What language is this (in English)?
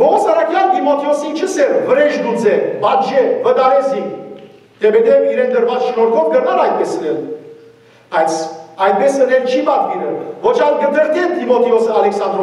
Western Armenian